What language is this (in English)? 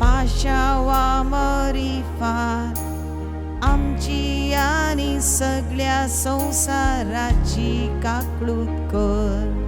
Konkani